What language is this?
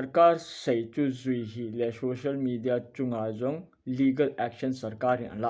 Thado Chin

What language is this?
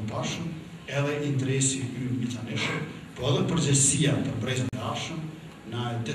Albanian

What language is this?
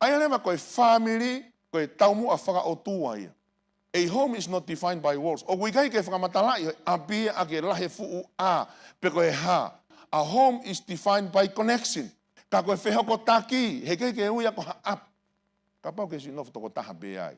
Tongan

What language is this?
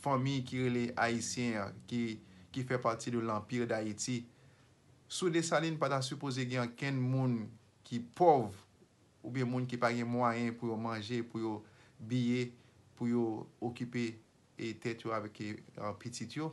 Haitian Creole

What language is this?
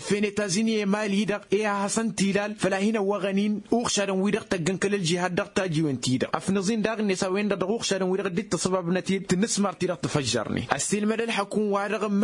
Tamasheq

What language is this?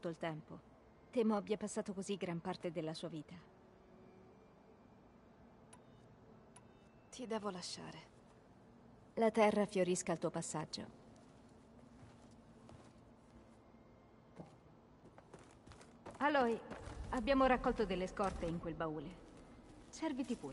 Italian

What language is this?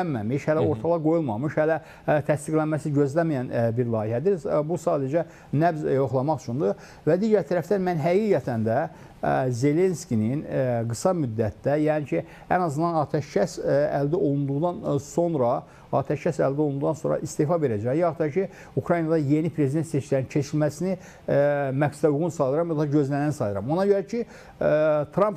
Azerbaijani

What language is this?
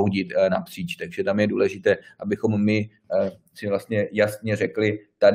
Czech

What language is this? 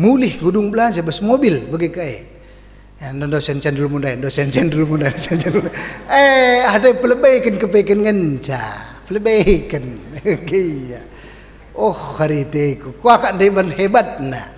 Batak Karo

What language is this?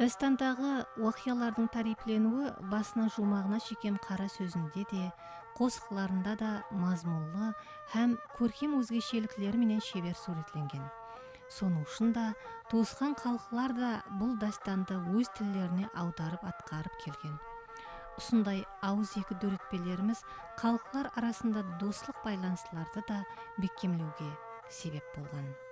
Kara-Kalpak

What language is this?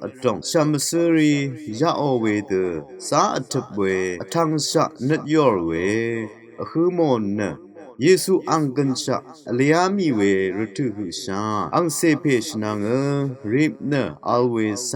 Rawang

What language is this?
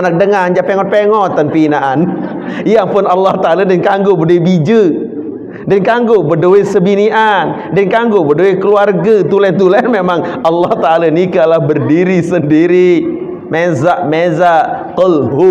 Sasak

